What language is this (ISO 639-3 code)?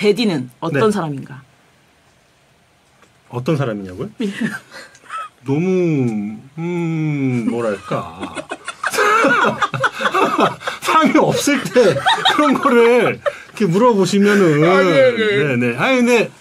kor